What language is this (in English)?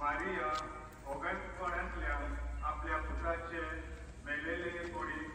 Konkani